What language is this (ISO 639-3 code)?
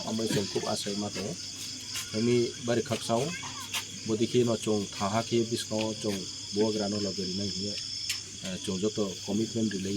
trp